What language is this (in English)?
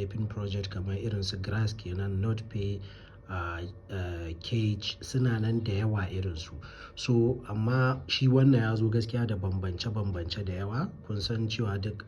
Hausa